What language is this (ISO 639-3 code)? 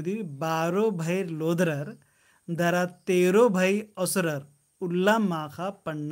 kru